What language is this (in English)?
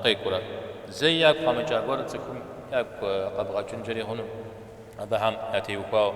Kabardian